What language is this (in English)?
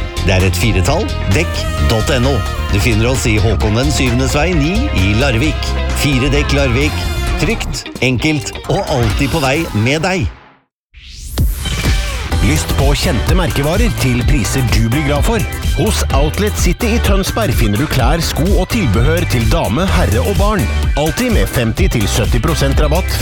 Norwegian